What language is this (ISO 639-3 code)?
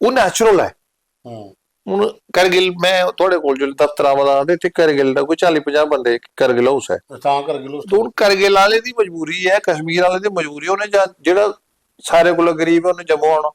doi